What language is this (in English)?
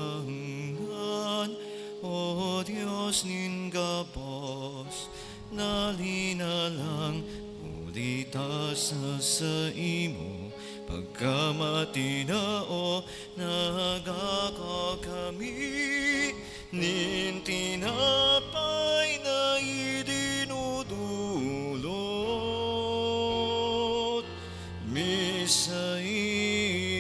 Bikol